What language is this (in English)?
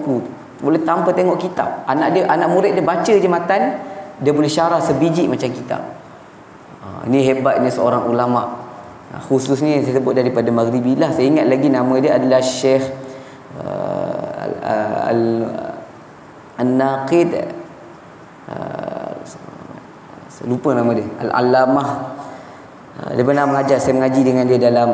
Malay